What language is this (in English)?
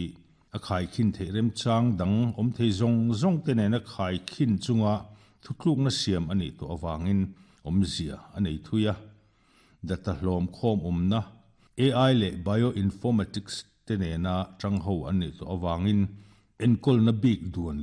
Mizo